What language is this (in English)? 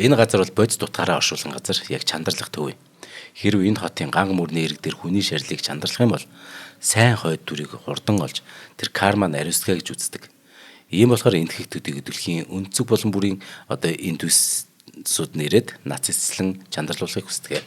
Mongolian